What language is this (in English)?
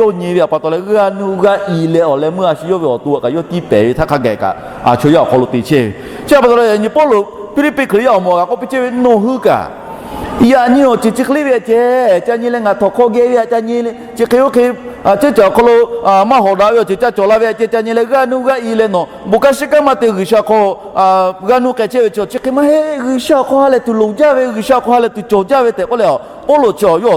Lahu